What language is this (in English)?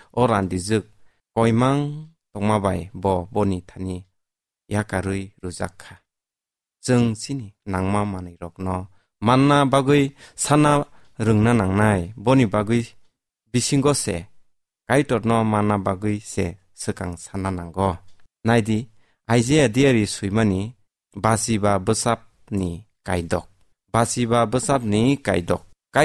Kok Borok